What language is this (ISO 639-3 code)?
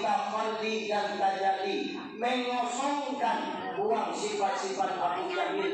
min